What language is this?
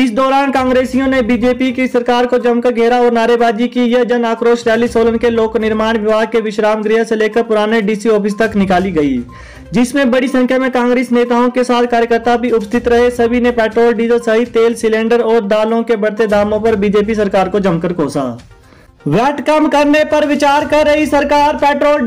Hindi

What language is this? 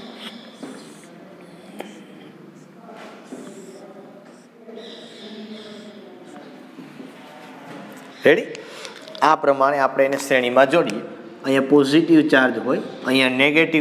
Gujarati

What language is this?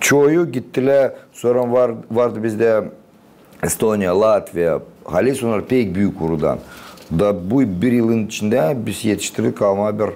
Gagauz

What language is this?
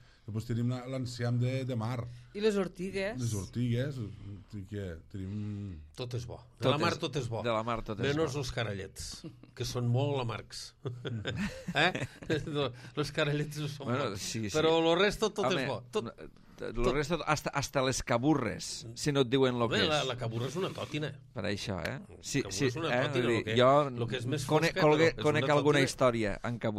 Catalan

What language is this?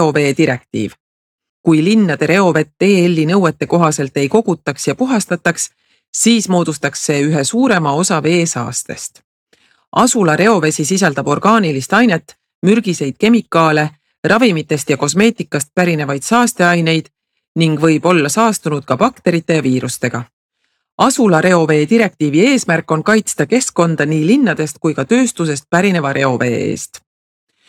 Estonian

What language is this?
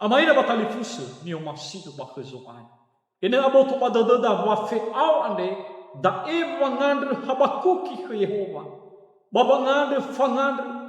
Nias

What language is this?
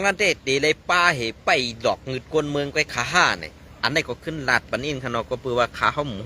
Shan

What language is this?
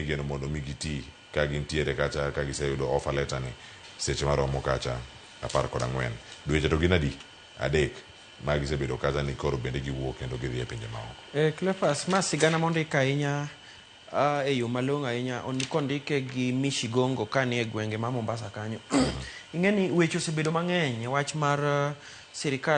Luo (Kenya and Tanzania)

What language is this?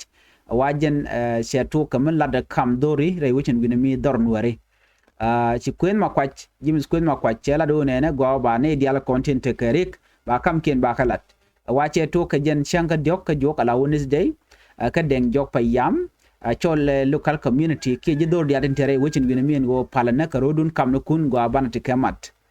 Nuer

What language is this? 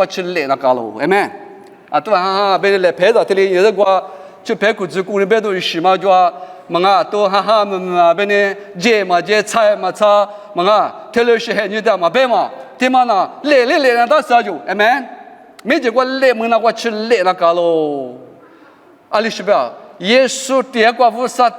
Lisu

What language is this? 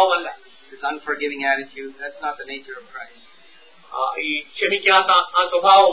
Malayalam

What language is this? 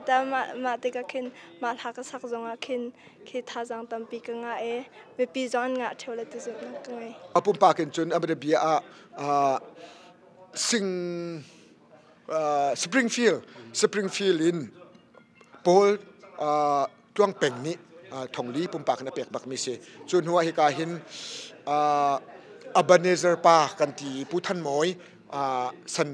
Hakha Chin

